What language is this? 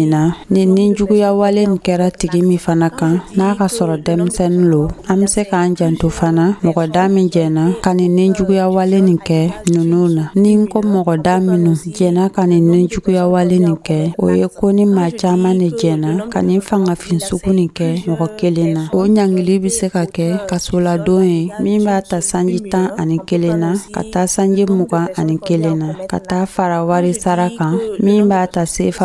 Dyula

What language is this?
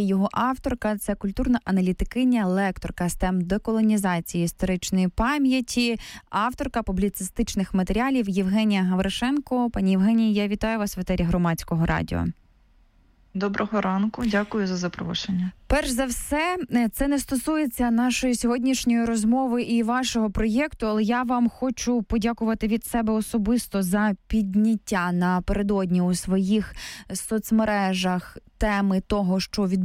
Ukrainian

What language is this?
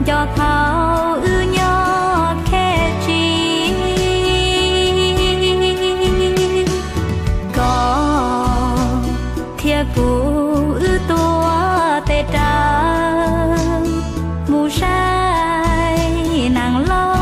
Hmong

